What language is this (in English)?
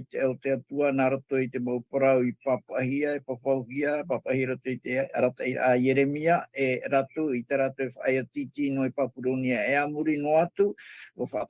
Tahitian